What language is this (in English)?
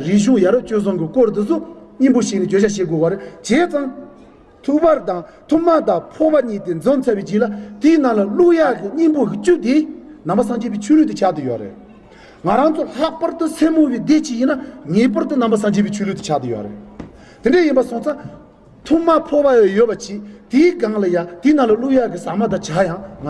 Tibetan